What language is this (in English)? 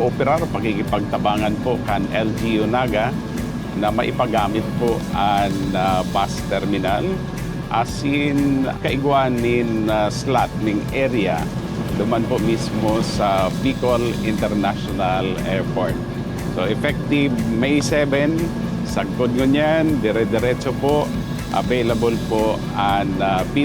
Bikol